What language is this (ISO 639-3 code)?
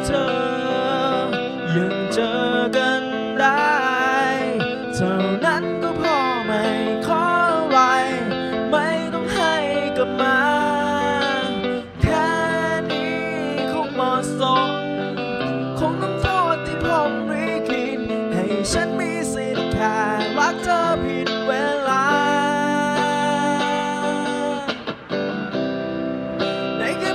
tha